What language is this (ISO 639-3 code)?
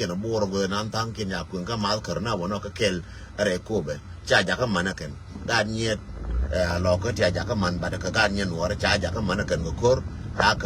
nus